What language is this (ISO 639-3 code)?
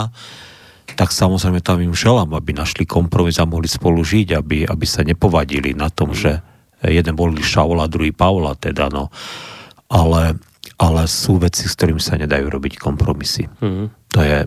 slk